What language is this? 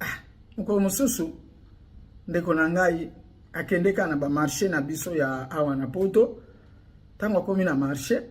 Lingala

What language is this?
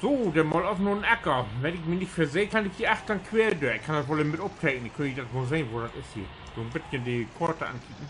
Low German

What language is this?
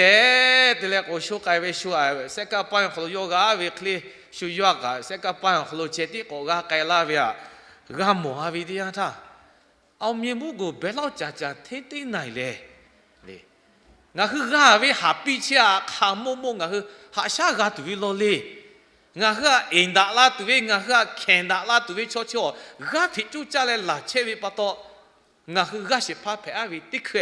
Lahu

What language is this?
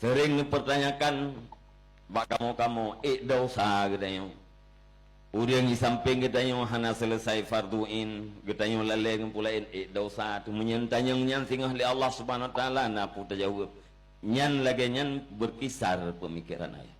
Achinese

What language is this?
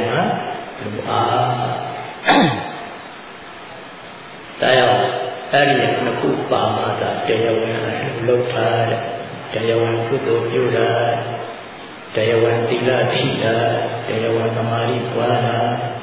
Burmese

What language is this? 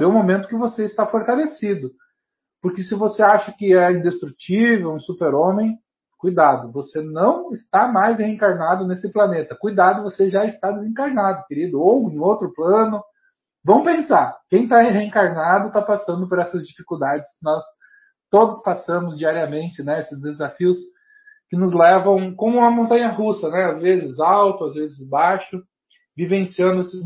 Portuguese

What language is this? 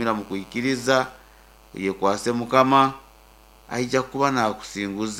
Nyoro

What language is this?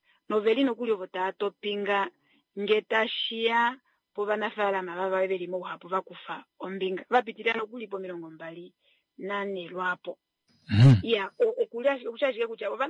Kuanyama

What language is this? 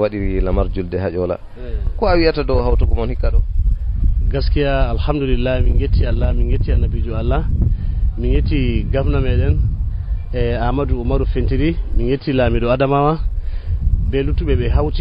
Nigerian Fulfulde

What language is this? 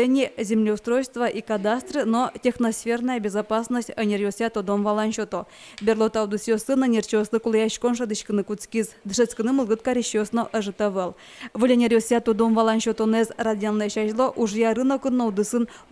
Udmurt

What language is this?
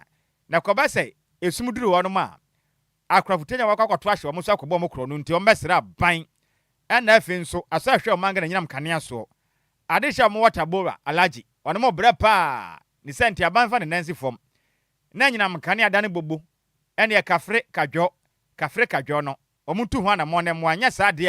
Akan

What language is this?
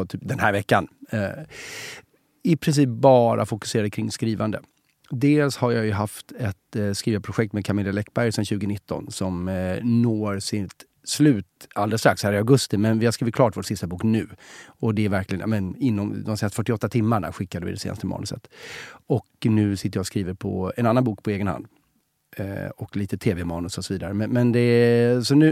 Swedish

